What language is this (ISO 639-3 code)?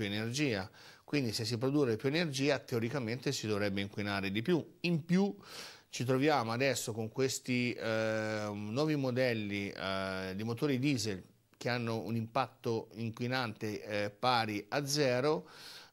ita